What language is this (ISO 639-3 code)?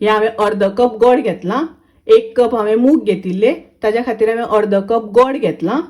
kok